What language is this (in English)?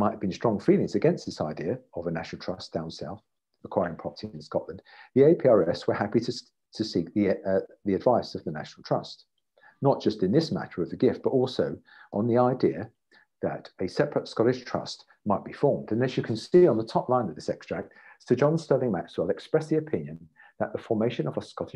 English